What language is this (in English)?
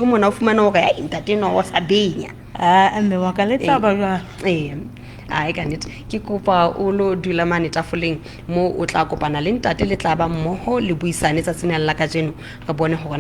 Southern Sotho